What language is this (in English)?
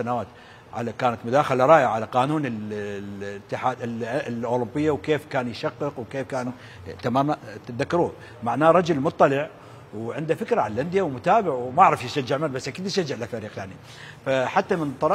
Mesopotamian Arabic